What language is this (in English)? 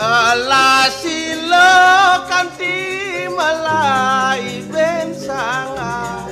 Balinese